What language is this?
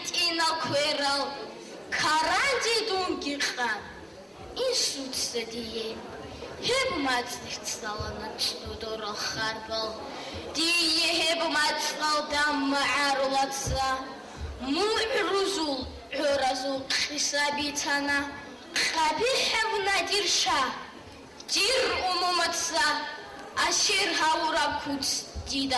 Avaric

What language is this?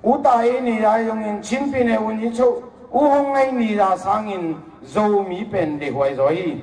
Tedim Chin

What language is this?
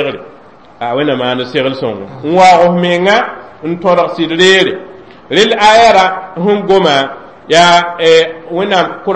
Mossi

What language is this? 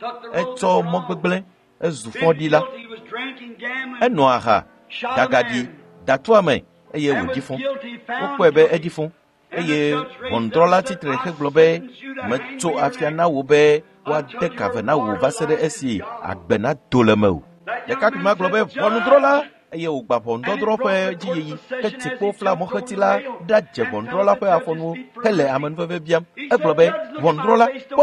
Ewe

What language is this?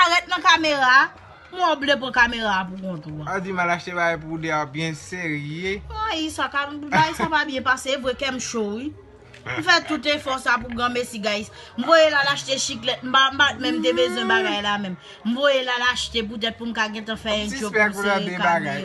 Haitian Creole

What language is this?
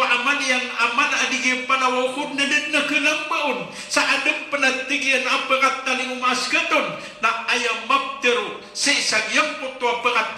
Maranao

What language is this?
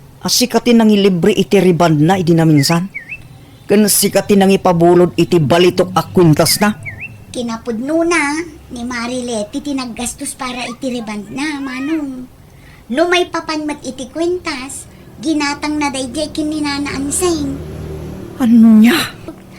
Iloko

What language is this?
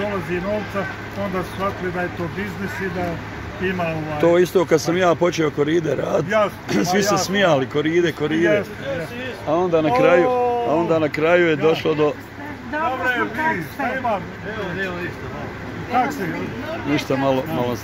Bosnian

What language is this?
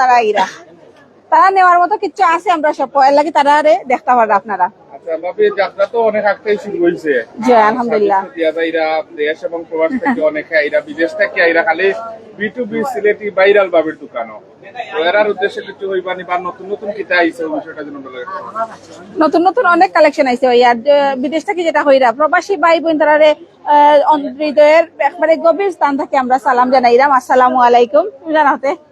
Sylheti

